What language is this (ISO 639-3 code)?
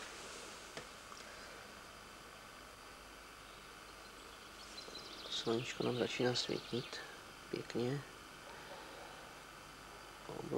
ces